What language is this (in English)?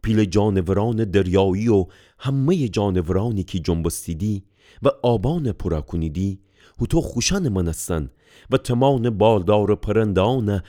Gilaki